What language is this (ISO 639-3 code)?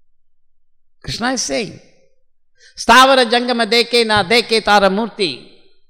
eng